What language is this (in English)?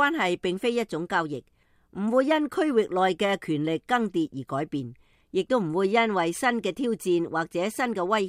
Cantonese